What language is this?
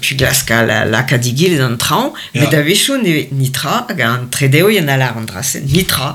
Breton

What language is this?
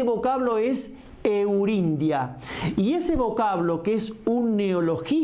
Spanish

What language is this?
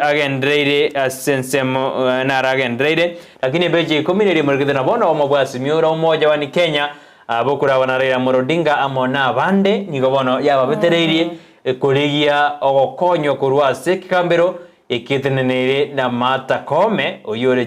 Gusii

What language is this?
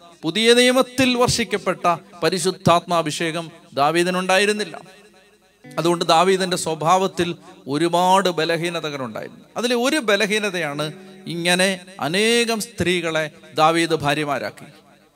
Malayalam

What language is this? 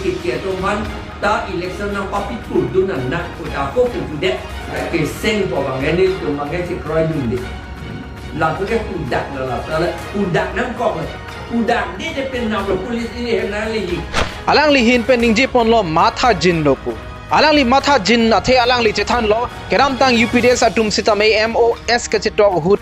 Karbi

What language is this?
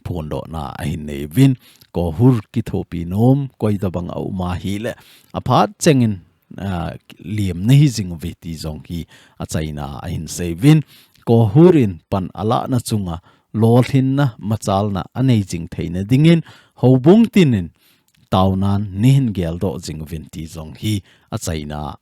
Thado Chin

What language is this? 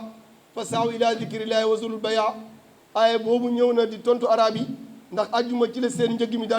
Wolof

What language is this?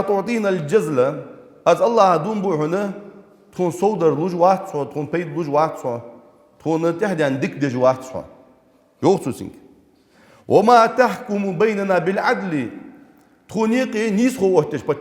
Ingush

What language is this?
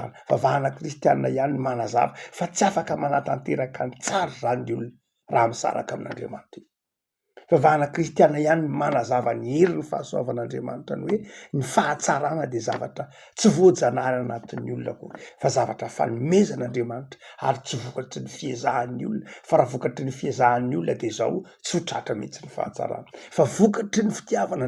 Malagasy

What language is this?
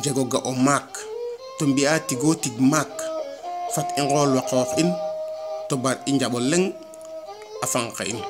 Serer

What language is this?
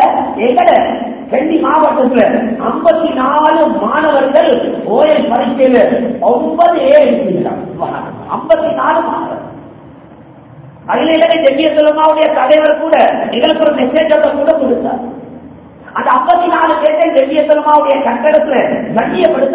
Tamil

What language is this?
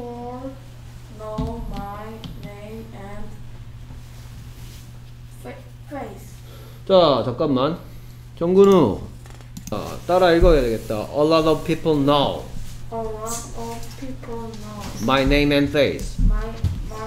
Korean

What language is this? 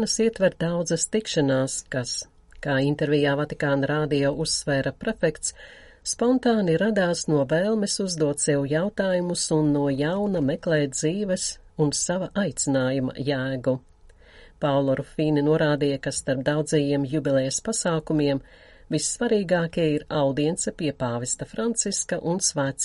Latvian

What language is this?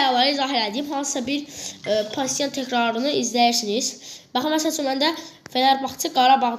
Azerbaijani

